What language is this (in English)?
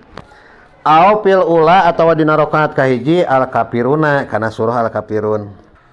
Sundanese